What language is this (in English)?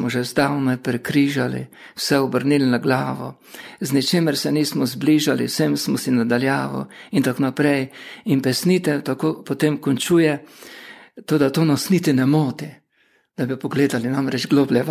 Slovenian